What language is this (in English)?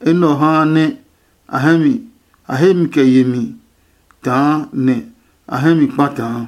Adangme